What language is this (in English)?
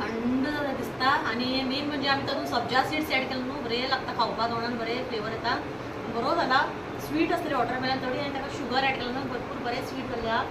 Konkani